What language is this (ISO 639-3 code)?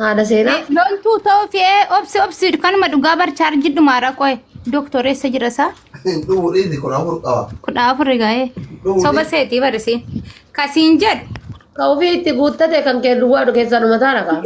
orm